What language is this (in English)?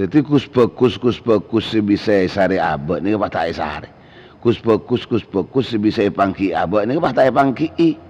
Madurese